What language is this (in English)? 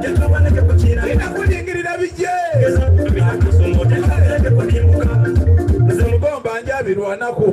Soga